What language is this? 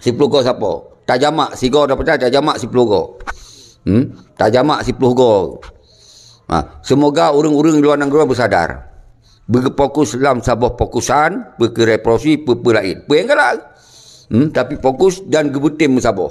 Achinese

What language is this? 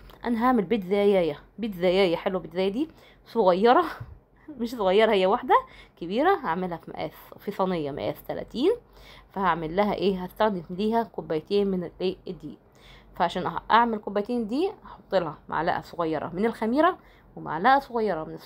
Egyptian Arabic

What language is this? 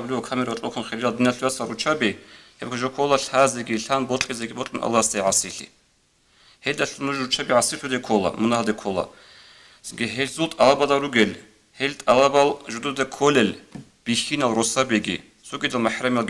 Avaric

